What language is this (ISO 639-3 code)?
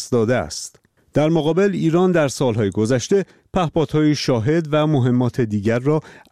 fas